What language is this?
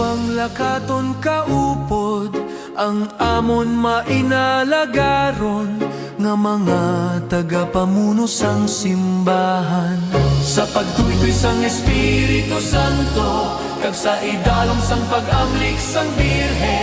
Hiligaynon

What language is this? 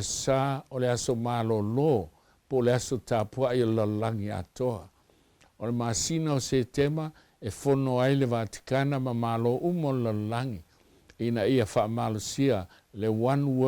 Samoan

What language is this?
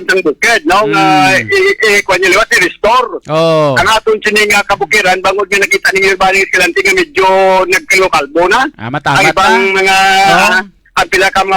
Hiligaynon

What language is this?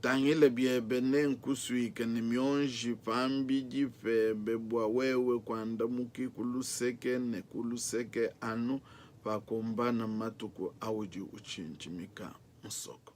Luba-Lulua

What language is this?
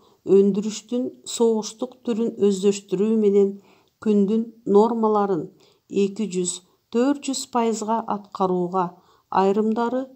Kyrgyz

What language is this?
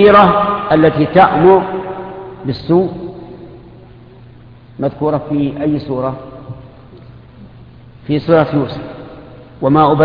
Arabic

